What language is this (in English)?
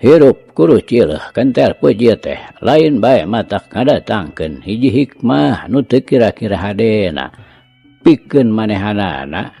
Sundanese